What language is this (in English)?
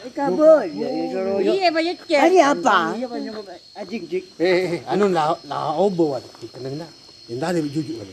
Madurese